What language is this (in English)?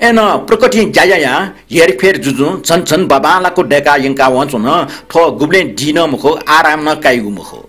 Newari